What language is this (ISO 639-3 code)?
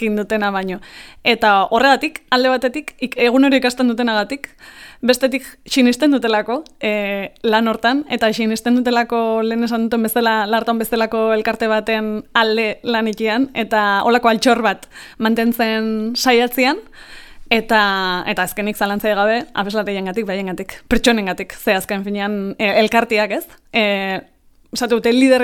eus